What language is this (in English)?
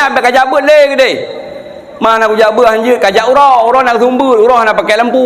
Achinese